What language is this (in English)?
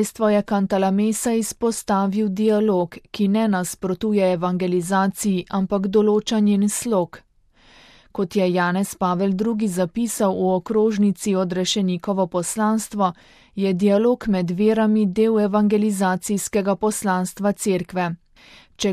Slovenian